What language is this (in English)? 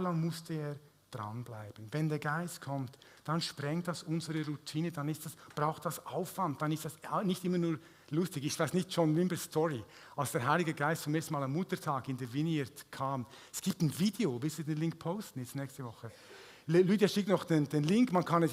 Swiss German